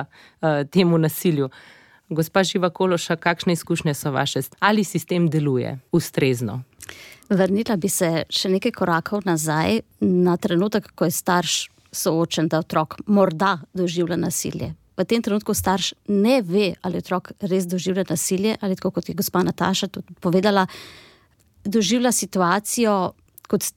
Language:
Slovenian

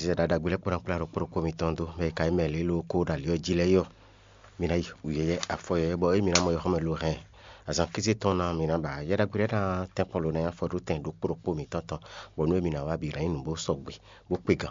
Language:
Fon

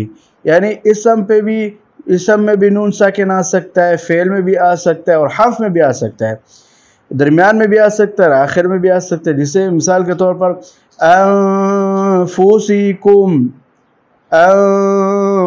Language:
Urdu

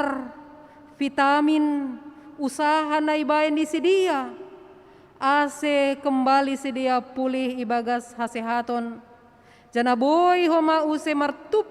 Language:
Batak Simalungun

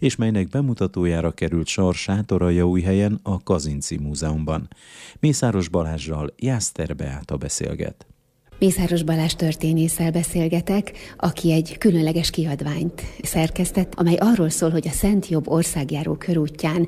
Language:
Hungarian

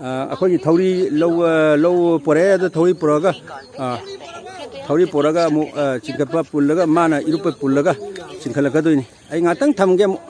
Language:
Manipuri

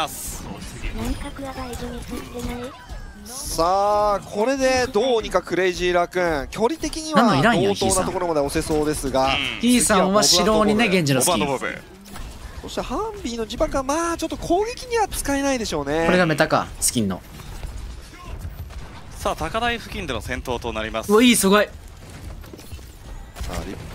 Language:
Japanese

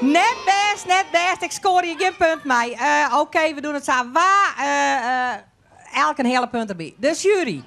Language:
Western Frisian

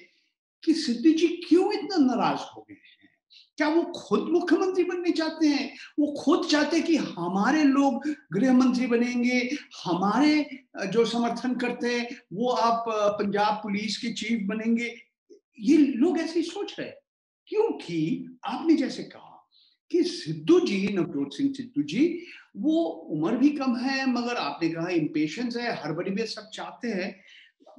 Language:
Hindi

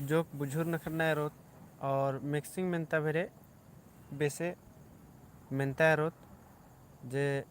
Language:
Kurukh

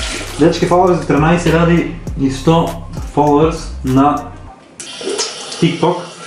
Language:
Macedonian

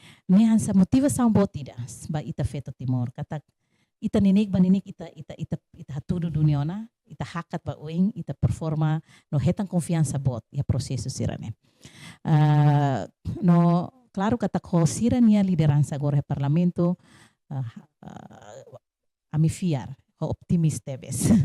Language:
Tetum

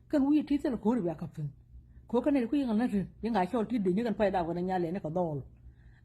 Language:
Nuer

